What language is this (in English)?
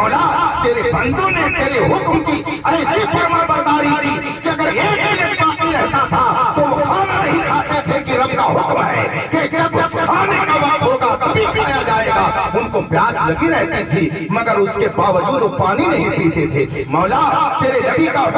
Urdu